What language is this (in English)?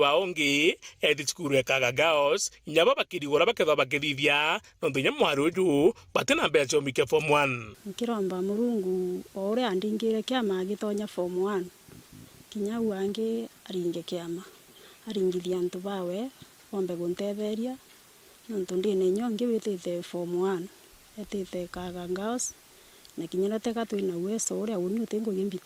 Meru